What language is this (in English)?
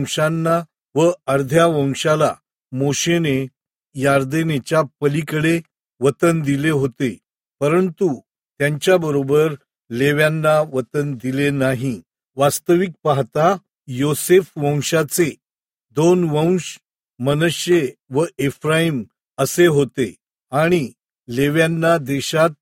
Marathi